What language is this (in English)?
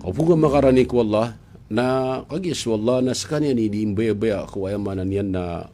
Maranao